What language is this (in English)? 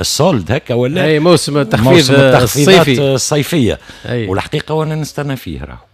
Tunisian Arabic